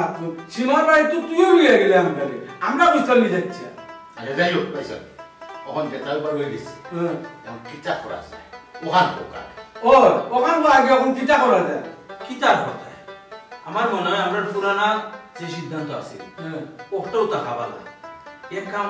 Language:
Sylheti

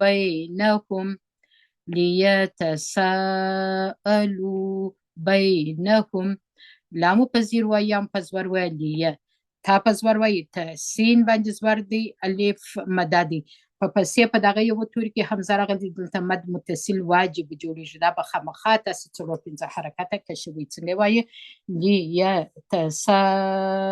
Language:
Pashto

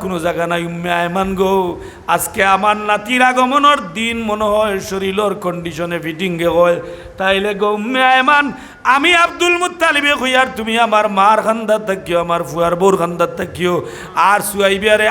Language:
Sylheti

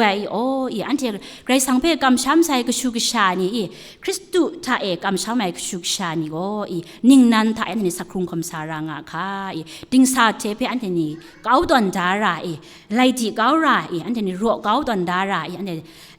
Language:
Kachin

